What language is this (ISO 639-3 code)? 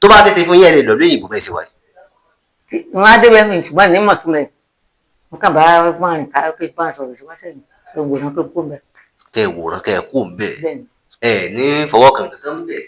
yor